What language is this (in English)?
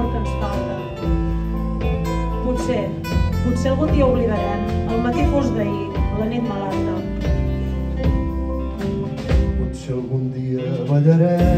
Catalan